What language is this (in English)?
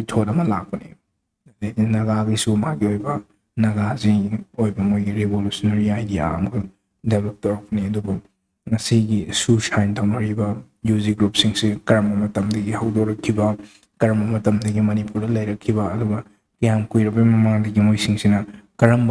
Manipuri